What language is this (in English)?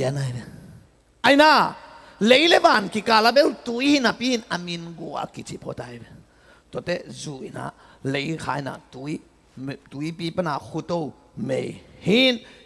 Tedim Chin